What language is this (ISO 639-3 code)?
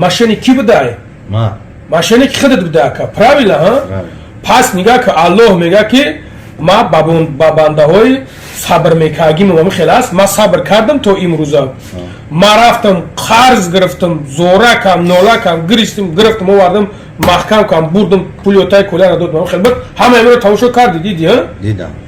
tgk